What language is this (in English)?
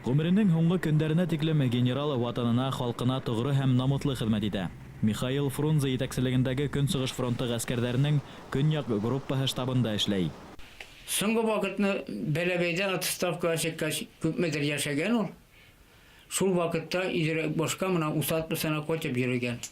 Bashkir